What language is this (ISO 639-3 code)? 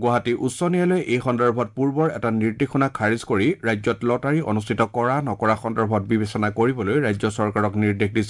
asm